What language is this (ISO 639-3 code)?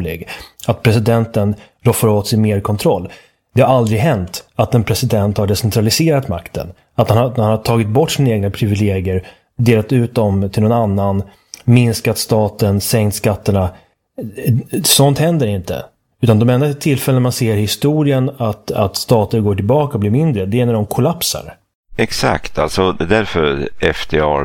swe